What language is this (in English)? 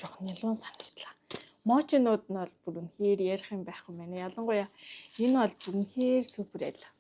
Mongolian